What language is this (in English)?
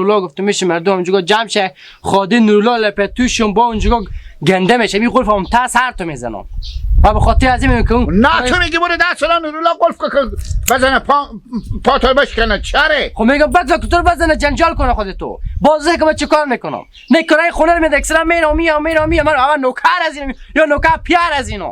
Hazaragi